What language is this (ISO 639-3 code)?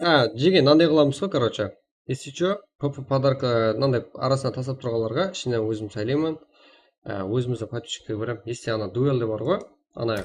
kaa